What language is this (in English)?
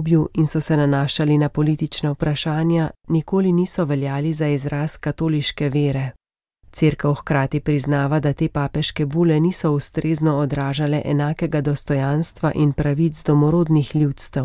Slovenian